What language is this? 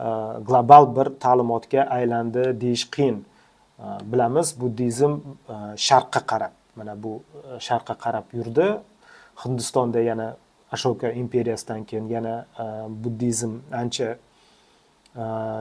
Uzbek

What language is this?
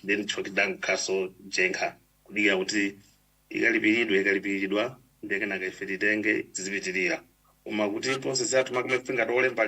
Nyanja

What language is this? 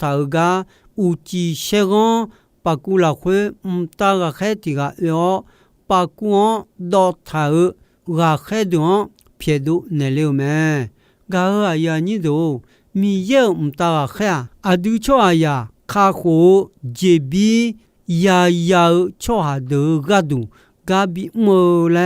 Akha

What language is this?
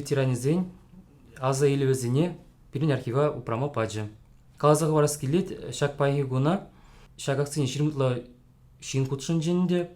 Chuvash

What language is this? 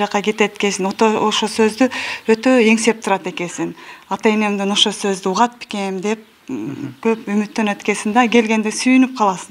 Kyrgyz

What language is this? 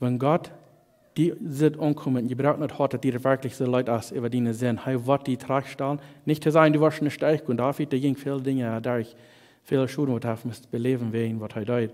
Plautdietsch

